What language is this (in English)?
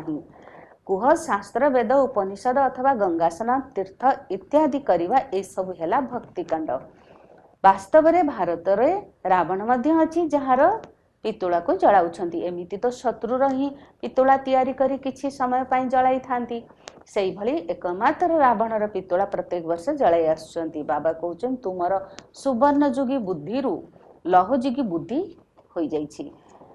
Odia